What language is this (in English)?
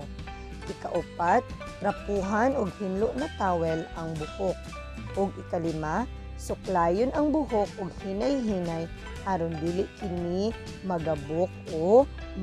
Cebuano